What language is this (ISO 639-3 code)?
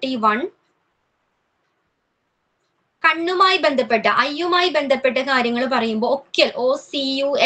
mal